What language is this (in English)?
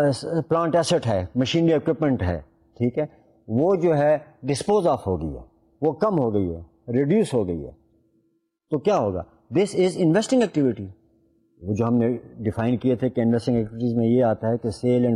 Urdu